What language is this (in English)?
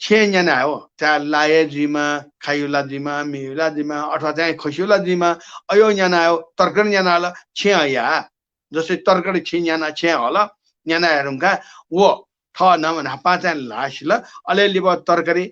Newari